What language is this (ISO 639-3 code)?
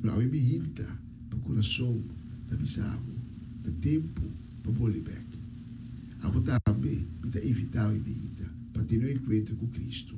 pap